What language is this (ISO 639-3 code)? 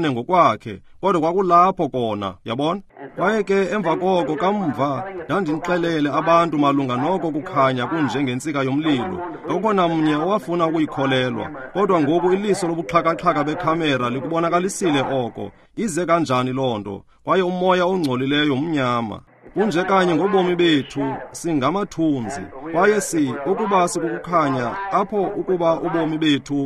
xho